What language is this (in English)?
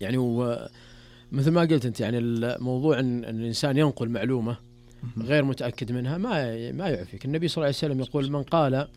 Najdi Arabic